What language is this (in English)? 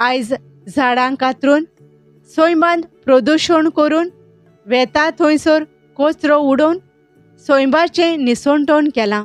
Konkani